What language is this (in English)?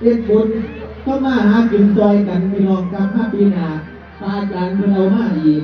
Northeastern Thai